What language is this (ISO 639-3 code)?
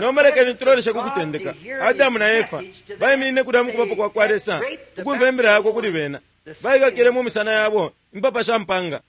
bem